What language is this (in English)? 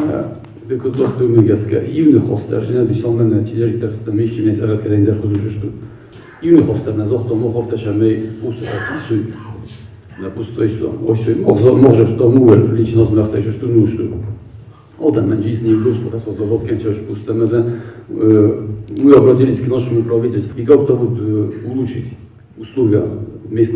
Ossetic